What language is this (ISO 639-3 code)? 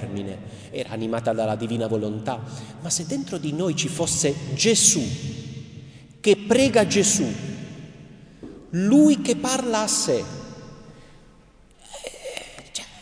ita